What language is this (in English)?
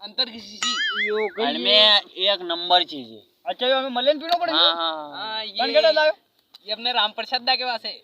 Rajasthani